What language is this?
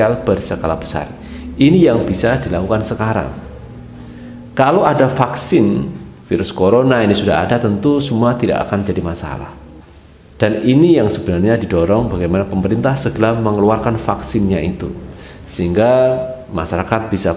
Indonesian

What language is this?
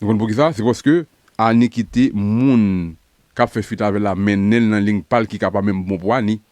Haitian Creole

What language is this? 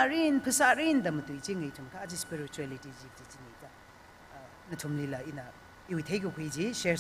Tangkhul Naga (India)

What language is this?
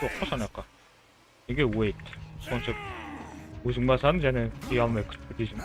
Kara-Kalpak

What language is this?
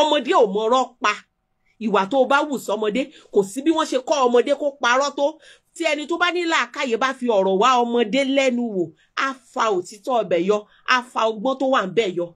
Yoruba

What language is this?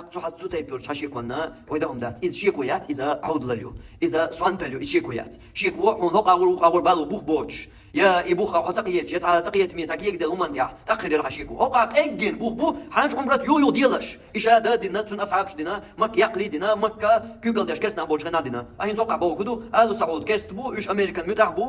Chechen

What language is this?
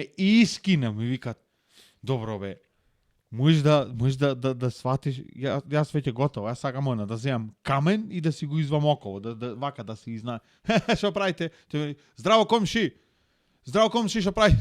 Macedonian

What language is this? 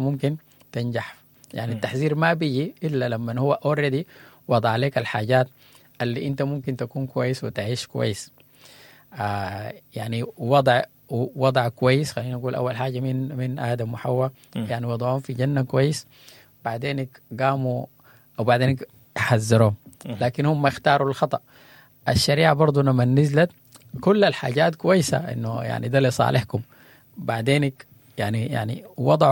Sudanese Arabic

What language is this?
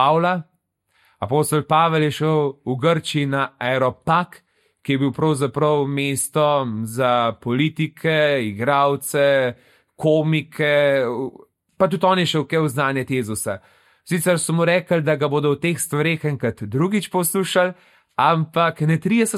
Slovenian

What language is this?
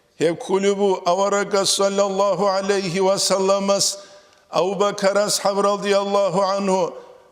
Avaric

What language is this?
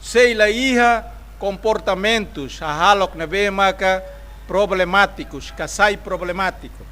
Tetum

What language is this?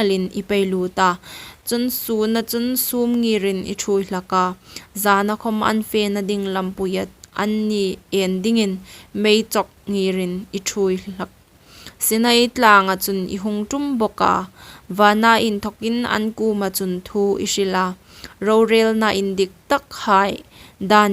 Hmar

